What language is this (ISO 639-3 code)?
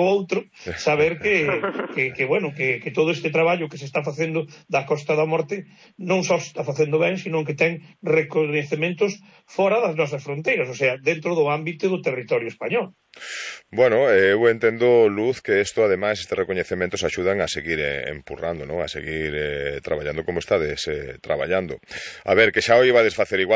glg